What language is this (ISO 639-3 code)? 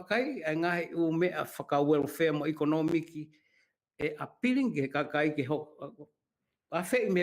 ton